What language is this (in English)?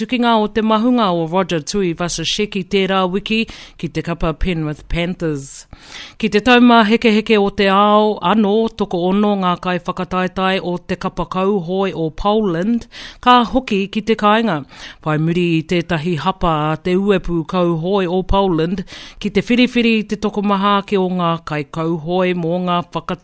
Māori